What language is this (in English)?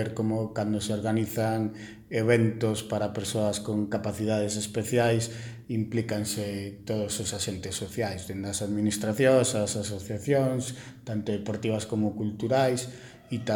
Galician